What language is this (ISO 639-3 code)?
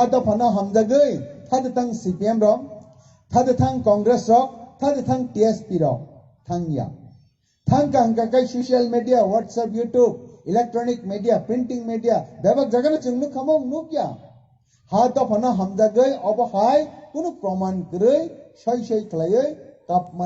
trp